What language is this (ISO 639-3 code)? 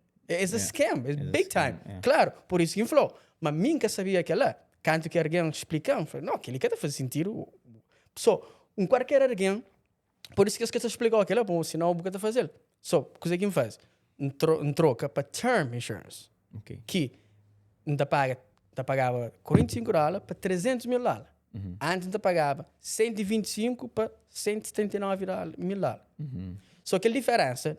kea